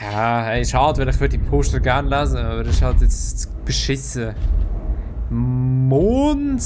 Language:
Swiss German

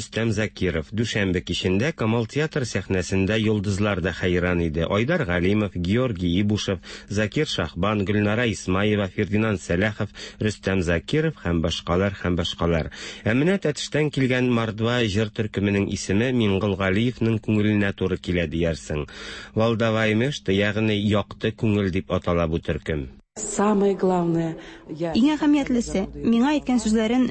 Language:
Tatar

